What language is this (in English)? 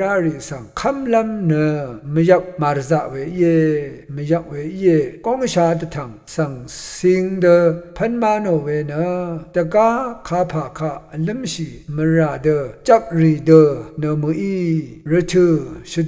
Rawang